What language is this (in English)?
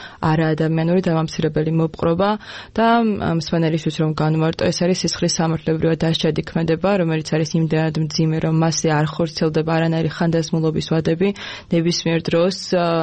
Georgian